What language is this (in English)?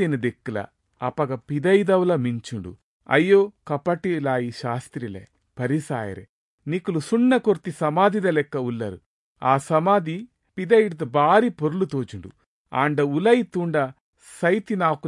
Tulu